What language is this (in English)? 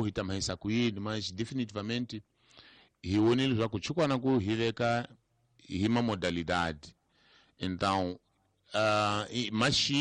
Tsonga